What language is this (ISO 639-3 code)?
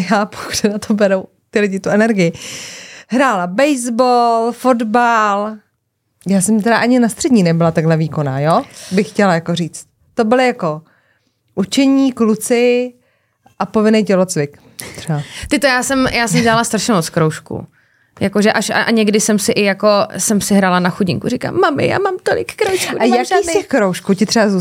ces